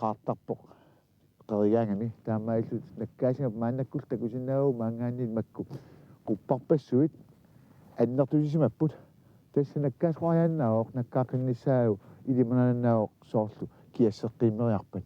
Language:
Kalaallisut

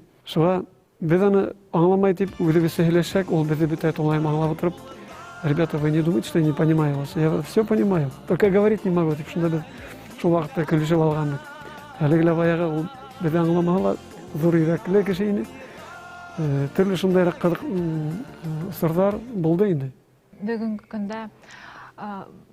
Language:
Bashkir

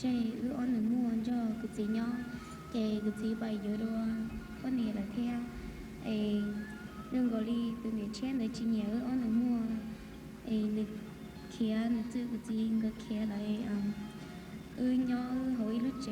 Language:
Hmong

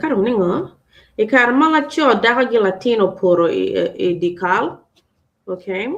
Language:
Acoli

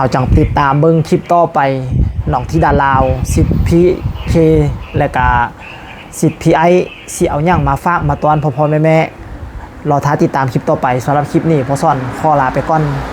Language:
Lao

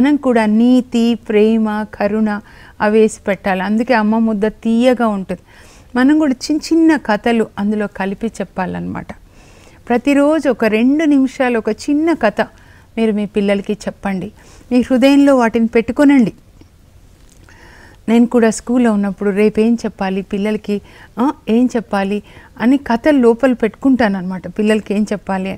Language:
Telugu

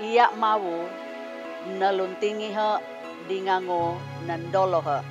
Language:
Sangir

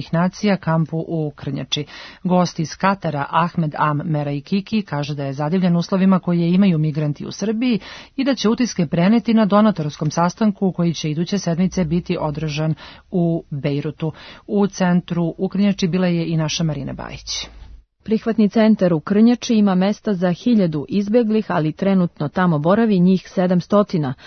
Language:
Serbian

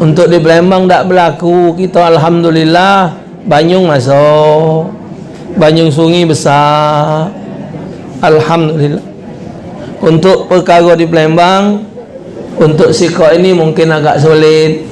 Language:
Musi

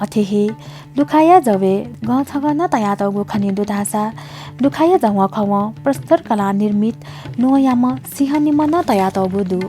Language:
Newari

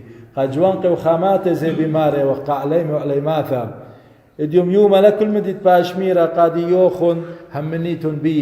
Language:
Assyrian Neo-Aramaic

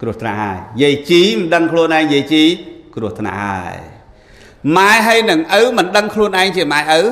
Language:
Khmer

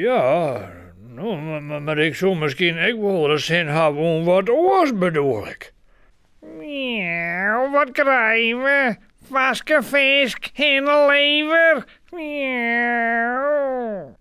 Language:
Western Frisian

